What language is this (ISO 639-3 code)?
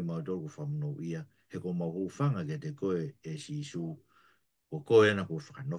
ton